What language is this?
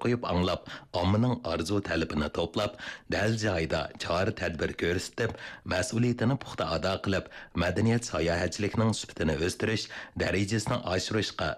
Uyghur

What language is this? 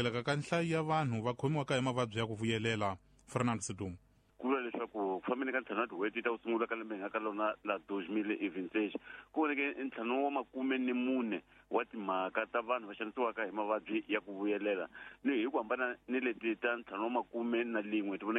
Tsonga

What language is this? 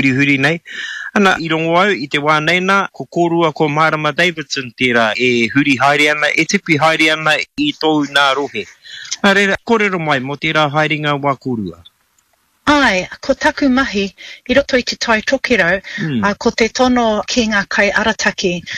Māori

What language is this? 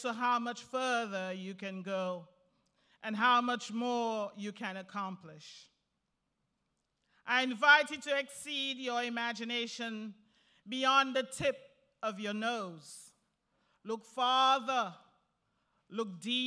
English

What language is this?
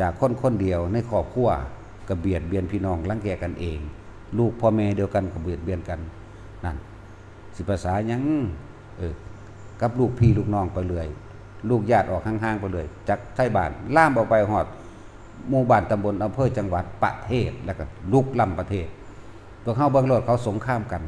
Northeastern Thai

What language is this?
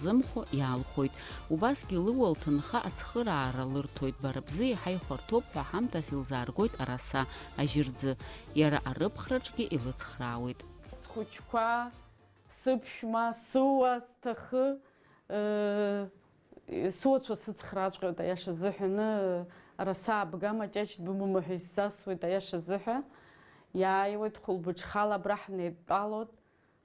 Abkhazian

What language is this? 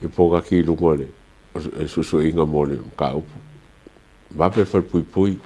Samoan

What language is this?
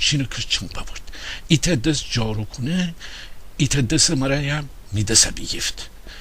Gilaki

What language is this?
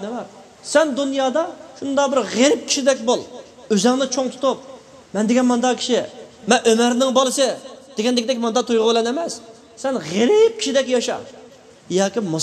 Uyghur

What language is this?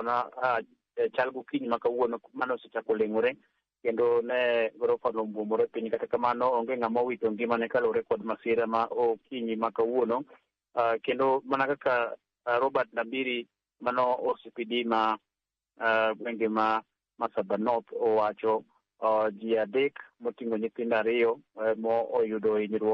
Luo (Kenya and Tanzania)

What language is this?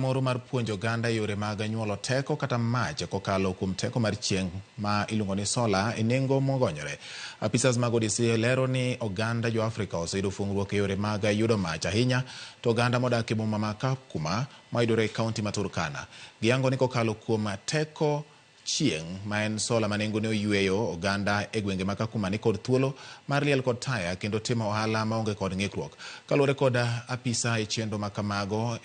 Luo (Kenya and Tanzania)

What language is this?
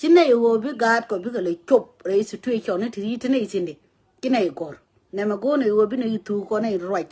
Nuer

